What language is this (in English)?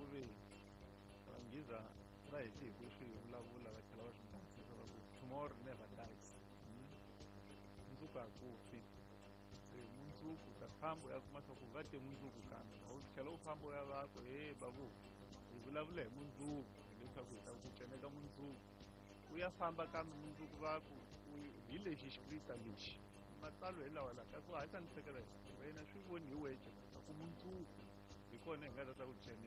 Tsonga